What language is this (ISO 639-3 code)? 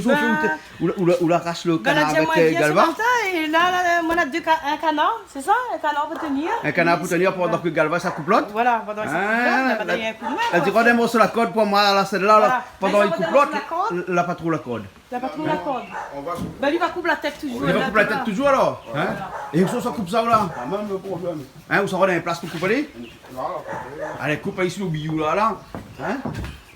rcf